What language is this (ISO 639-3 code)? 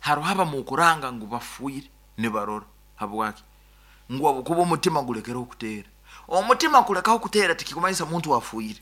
nyn